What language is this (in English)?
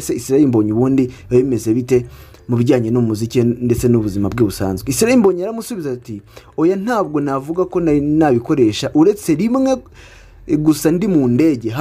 Kinyarwanda